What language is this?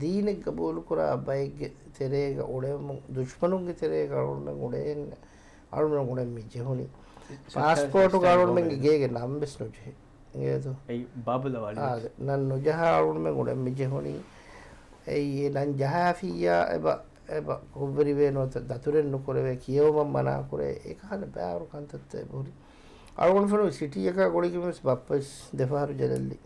Divehi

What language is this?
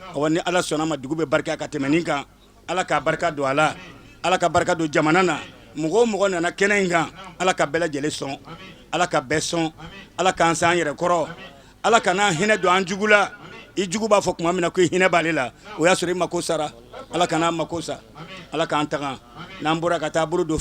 Bambara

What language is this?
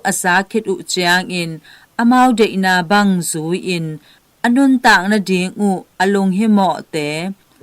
Tedim Chin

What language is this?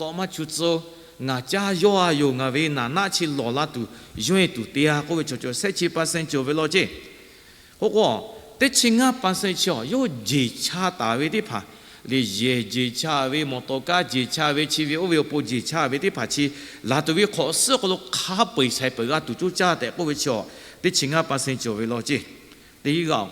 Lahu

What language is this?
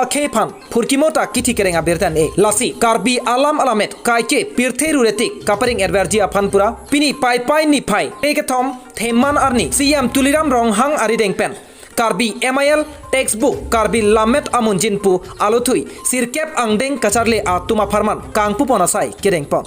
Karbi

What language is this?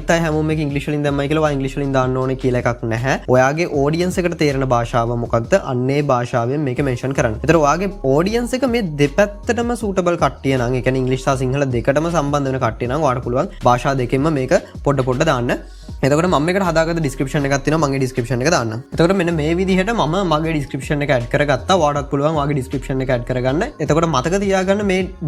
Sinhala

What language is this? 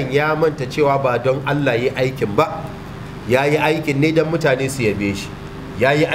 Hausa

